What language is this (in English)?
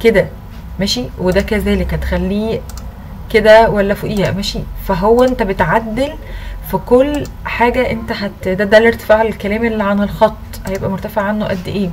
Egyptian Arabic